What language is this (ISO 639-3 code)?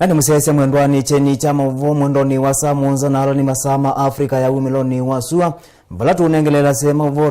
kam